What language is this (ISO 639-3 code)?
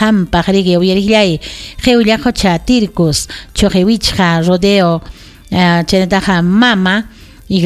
quy